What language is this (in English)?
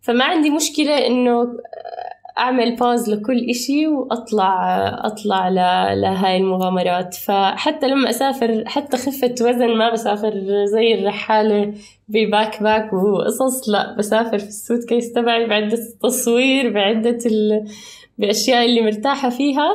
North Levantine Arabic